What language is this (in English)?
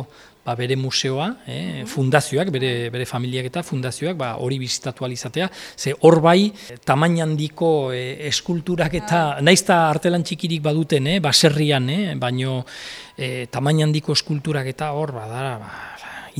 Basque